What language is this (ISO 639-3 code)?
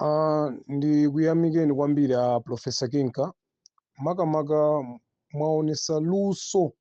nya